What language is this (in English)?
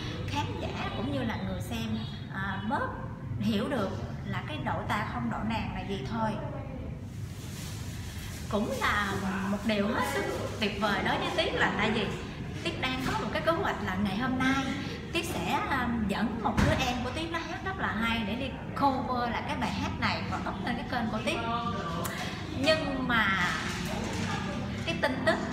Vietnamese